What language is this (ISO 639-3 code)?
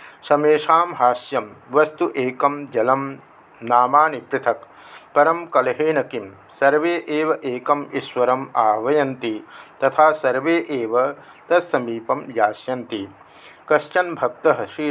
san